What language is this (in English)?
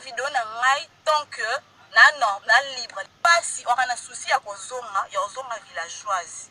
Lingala